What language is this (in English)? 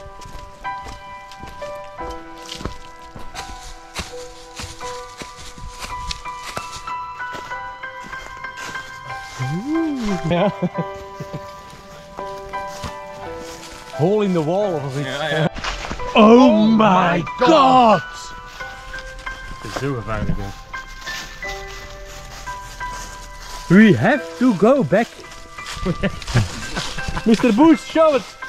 Dutch